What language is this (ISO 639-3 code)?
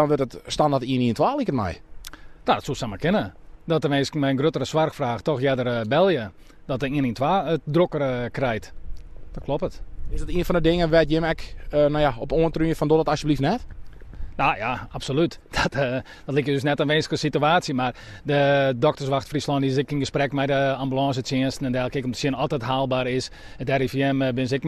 fry